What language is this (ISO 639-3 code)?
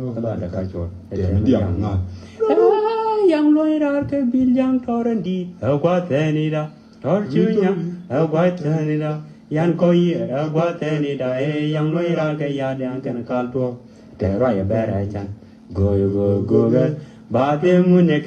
nus